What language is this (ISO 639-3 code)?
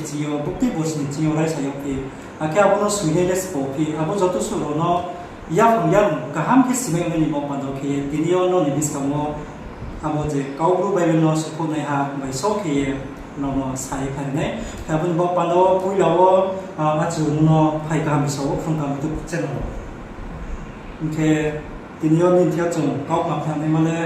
ria